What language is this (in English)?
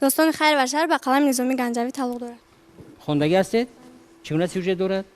Tajik